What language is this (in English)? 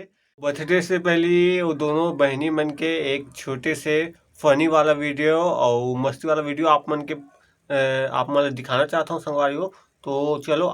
Chhattisgarhi